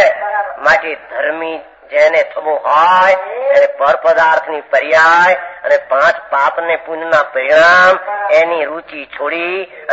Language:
Gujarati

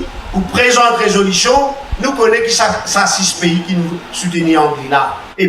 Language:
Morisyen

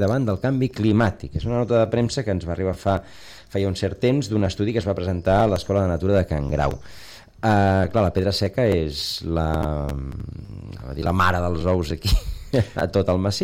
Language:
Catalan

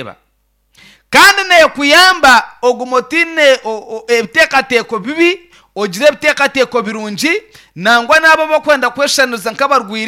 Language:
Nyankole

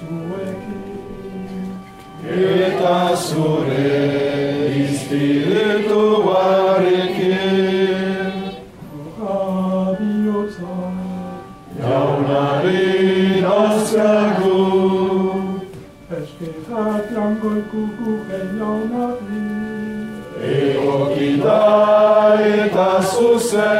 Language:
Basque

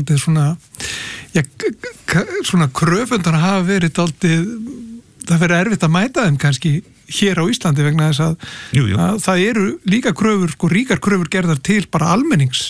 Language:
Icelandic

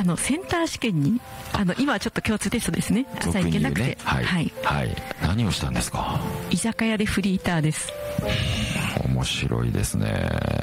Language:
Japanese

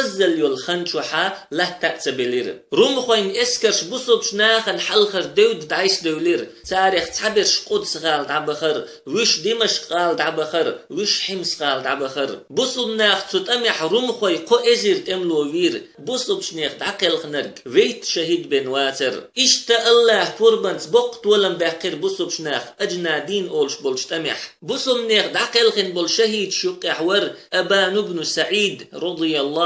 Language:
Chechen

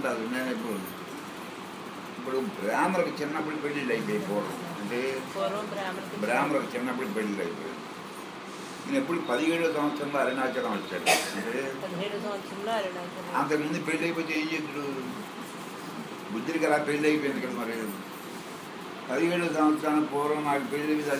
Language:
Telugu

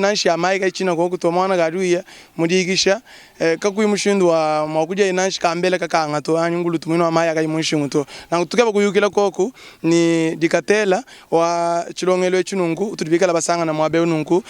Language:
Luba-Lulua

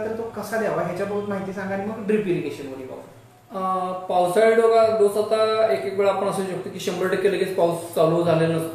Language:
Marathi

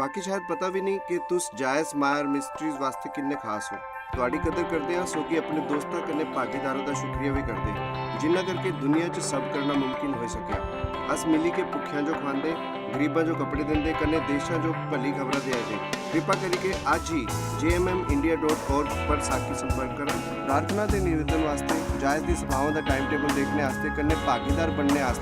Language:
Dogri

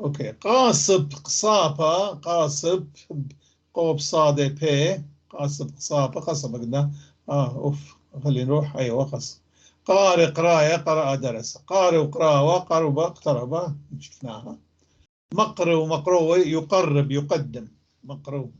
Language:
North Levantine Arabic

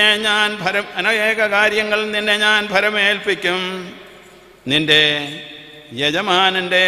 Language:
Malayalam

